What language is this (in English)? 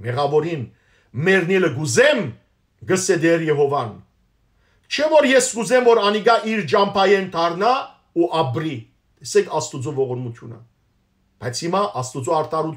Western Armenian